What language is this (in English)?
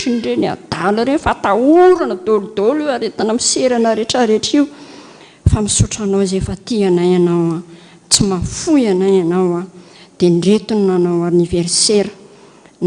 Malagasy